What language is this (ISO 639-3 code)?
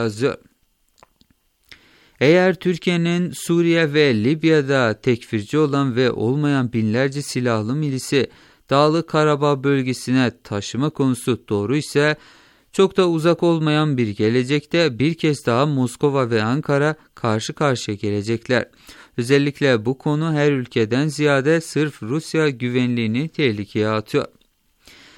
tur